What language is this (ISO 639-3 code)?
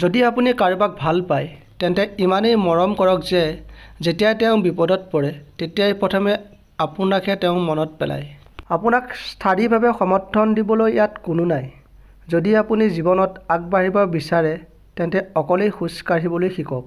asm